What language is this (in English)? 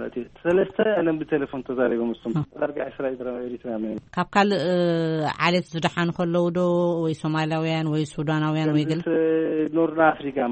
Tigrinya